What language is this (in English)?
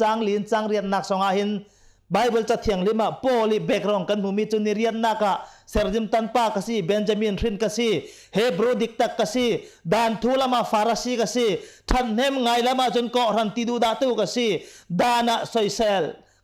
Hakha Chin